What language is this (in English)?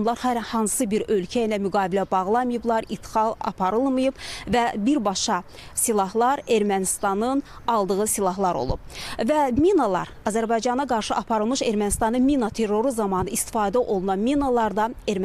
Azerbaijani